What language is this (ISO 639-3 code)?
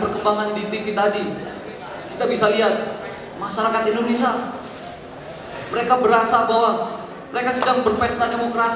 ind